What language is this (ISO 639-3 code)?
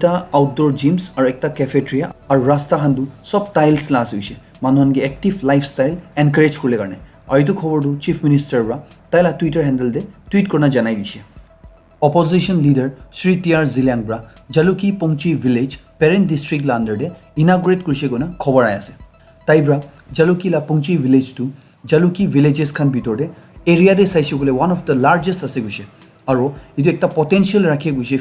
nag